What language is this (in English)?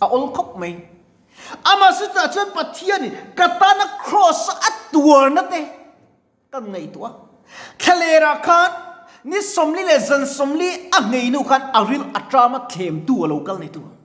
Mizo